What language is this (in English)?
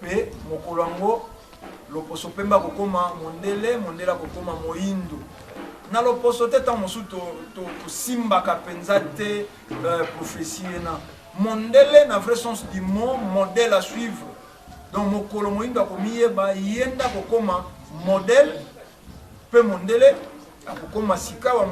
Lingala